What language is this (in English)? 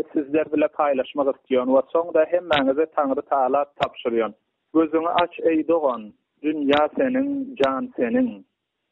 Turkmen